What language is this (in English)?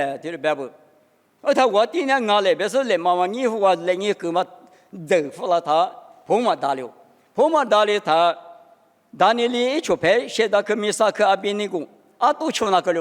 Lisu